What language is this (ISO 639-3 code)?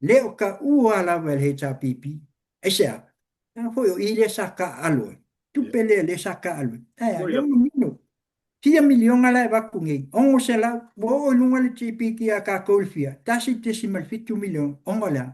smo